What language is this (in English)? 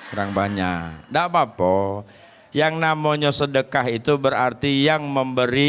Musi